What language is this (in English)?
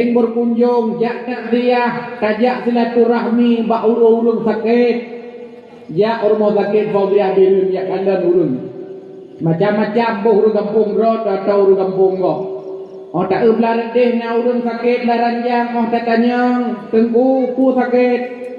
Achinese